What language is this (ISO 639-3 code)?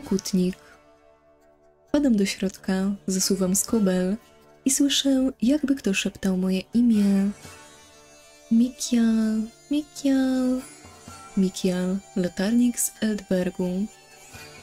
pol